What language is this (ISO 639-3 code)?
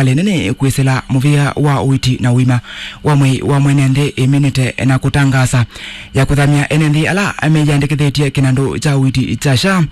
kam